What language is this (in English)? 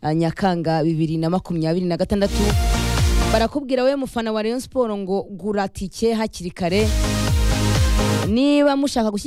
Kinyarwanda